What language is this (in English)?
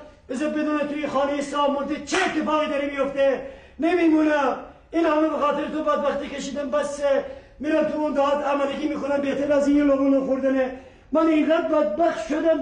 Persian